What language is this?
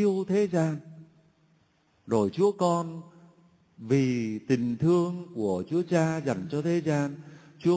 Vietnamese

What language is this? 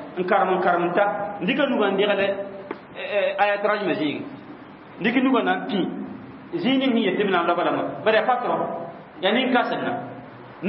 Mossi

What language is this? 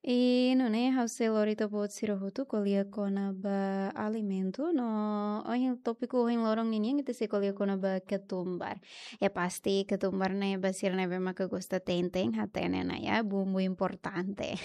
Tetum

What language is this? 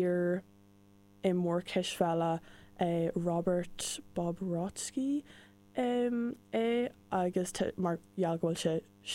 Irish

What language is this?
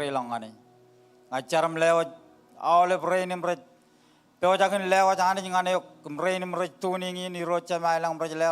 Marshallese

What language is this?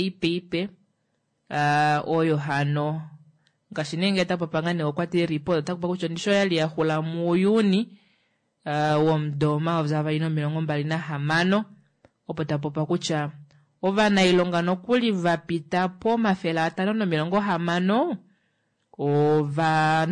Kuanyama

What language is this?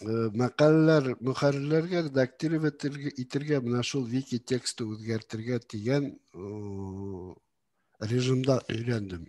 Bashkir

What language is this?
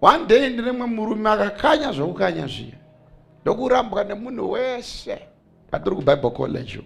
Shona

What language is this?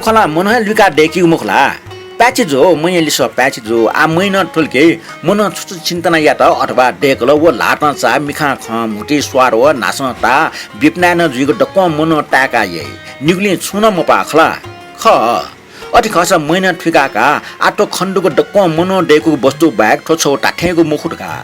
Newari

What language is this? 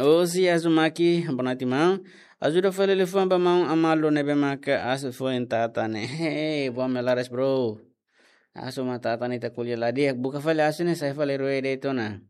Tetum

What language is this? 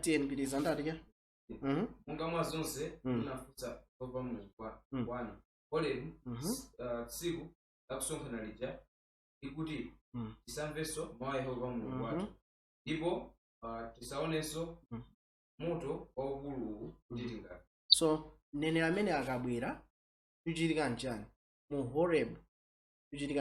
Nyanja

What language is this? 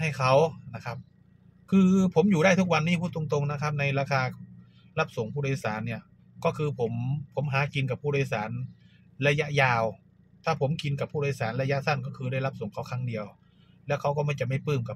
Thai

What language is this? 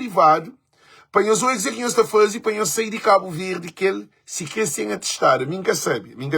Kabuverdianu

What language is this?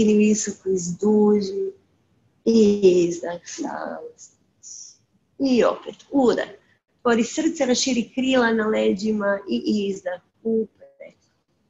Croatian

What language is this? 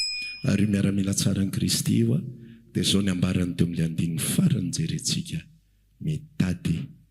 Malagasy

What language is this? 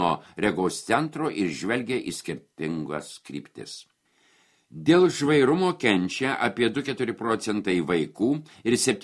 Lithuanian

